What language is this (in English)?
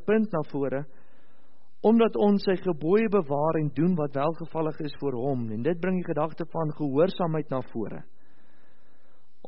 Afrikaans